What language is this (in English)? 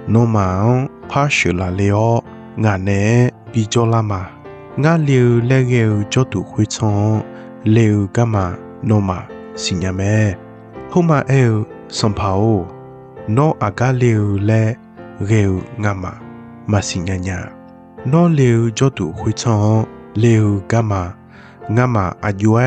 Akha